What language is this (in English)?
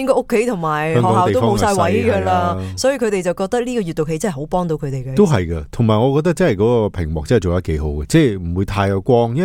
Cantonese